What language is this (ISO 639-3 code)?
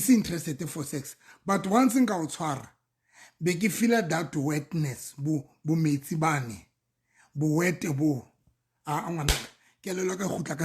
sot